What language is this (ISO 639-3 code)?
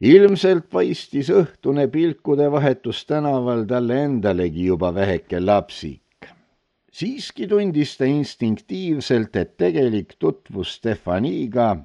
est